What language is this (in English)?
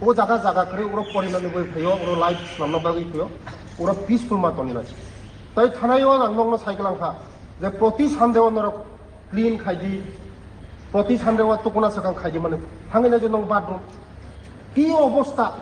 Kok Borok